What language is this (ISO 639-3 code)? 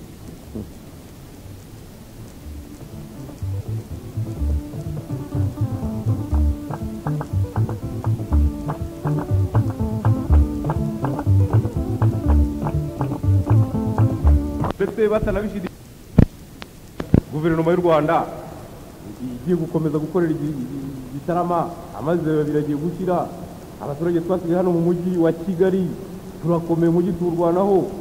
kin